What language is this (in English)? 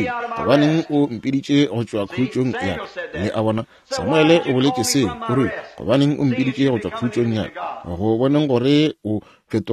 Northern Sotho